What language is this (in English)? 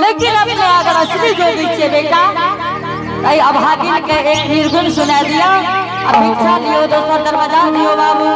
Angika